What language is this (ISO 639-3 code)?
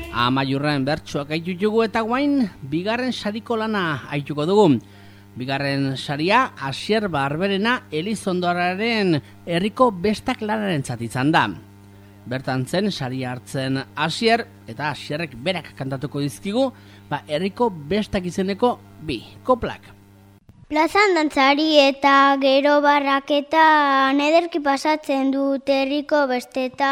eus